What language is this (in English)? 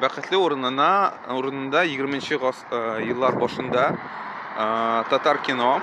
Tatar